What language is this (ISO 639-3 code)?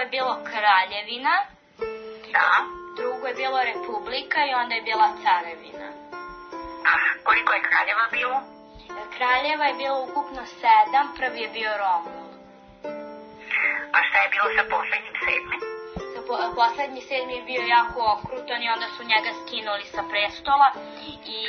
srp